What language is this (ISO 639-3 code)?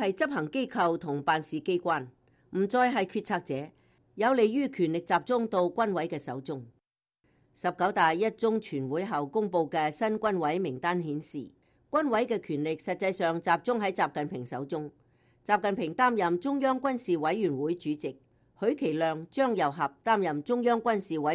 yue